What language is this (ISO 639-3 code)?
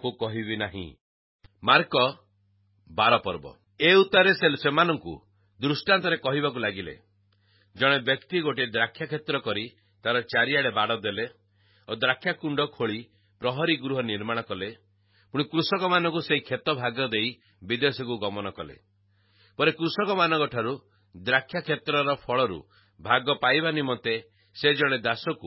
ori